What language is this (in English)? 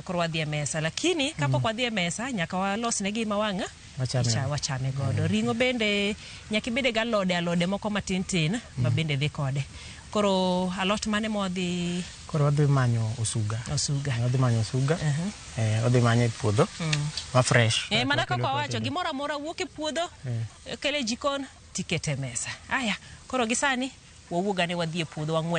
Luo (Kenya and Tanzania)